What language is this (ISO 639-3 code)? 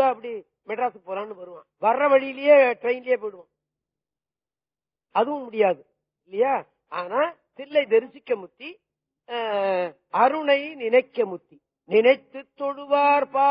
tam